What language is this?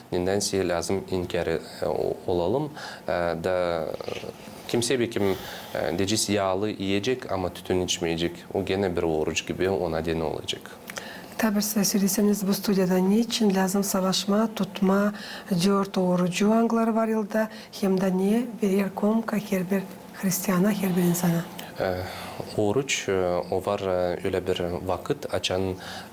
Gagauz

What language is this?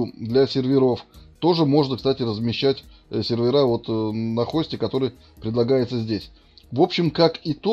Russian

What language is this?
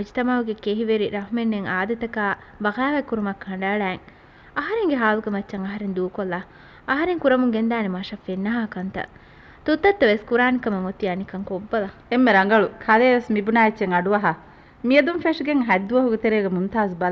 Divehi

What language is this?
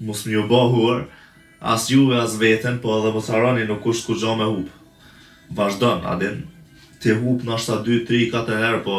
Albanian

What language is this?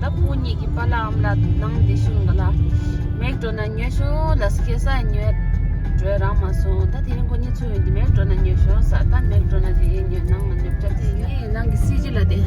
Tibetan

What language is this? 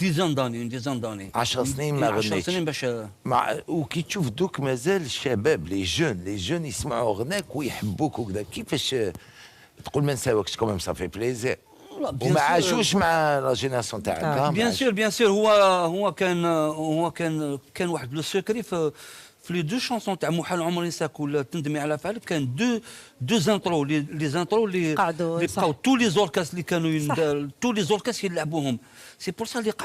Algerian Arabic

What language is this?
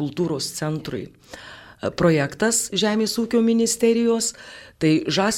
Lithuanian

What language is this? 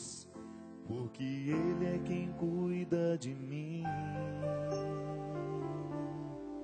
Portuguese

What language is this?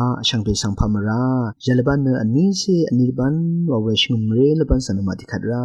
Rawang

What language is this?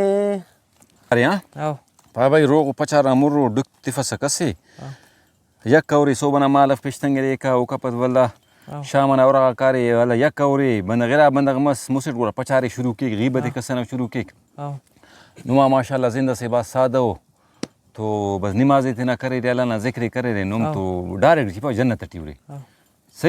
Brahui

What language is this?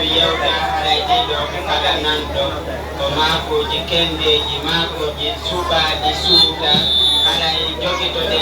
Pular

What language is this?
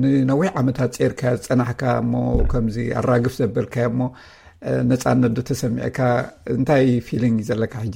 Tigrinya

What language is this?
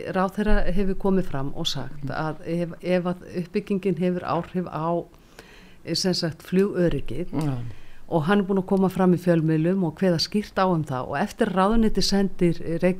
Icelandic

